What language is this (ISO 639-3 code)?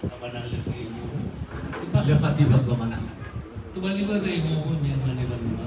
nia